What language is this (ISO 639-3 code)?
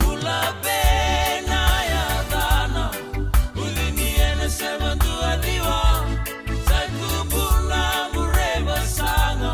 fij